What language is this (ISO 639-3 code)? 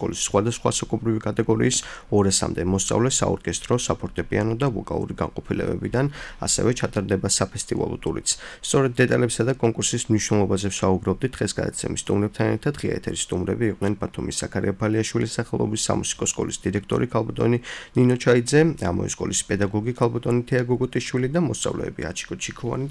kat